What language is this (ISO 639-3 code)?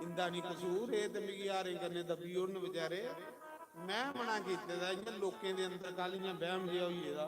doi